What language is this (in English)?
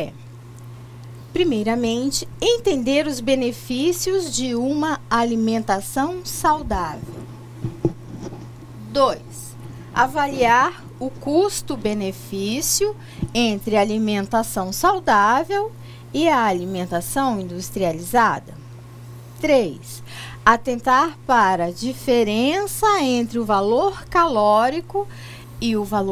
Portuguese